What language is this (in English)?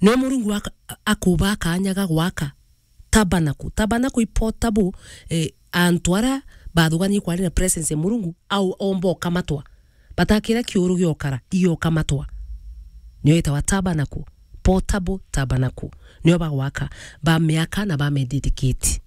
Meru